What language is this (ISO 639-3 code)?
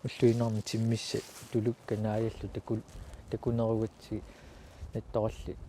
kal